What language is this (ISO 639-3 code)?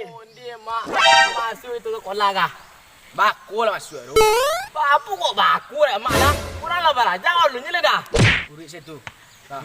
min